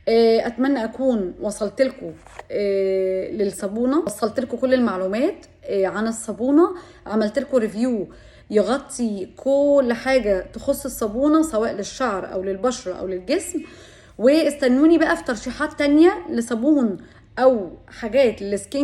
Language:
Egyptian Arabic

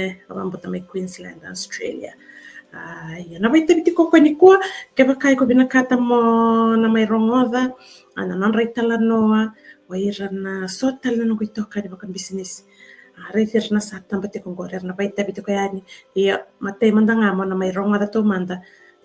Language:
Fijian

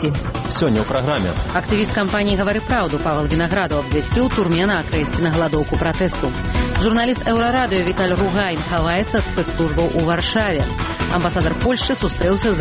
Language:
Belarusian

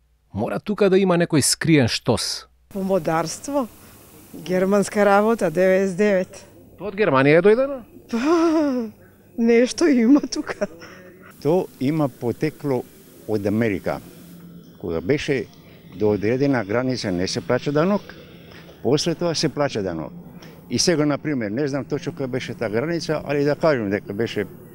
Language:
Macedonian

